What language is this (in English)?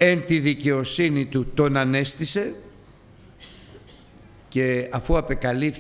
Greek